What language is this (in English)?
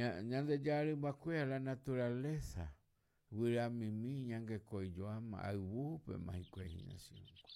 Guarani